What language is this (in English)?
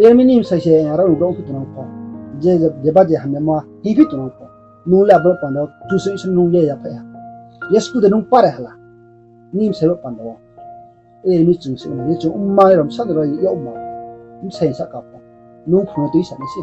Riang (India)